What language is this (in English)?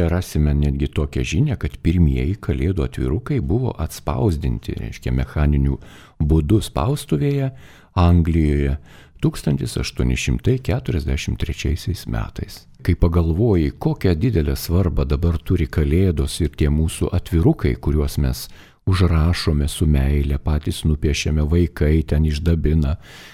Lithuanian